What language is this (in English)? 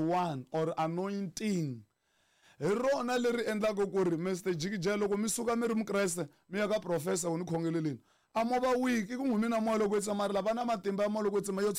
Tsonga